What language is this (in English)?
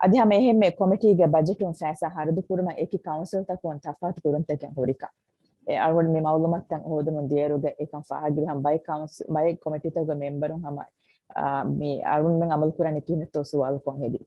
Divehi